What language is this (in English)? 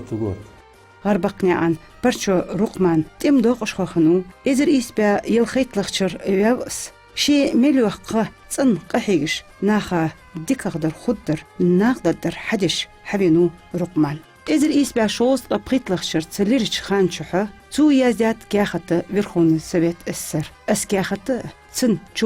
Ingush